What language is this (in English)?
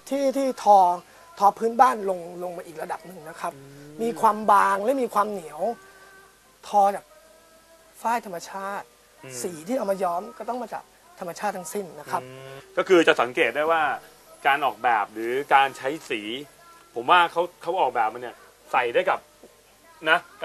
Thai